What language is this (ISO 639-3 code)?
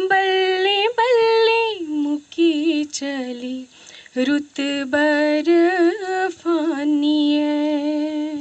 doi